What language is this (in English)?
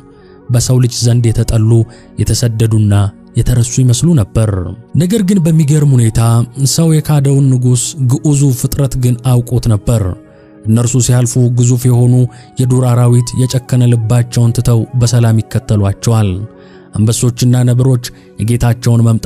Amharic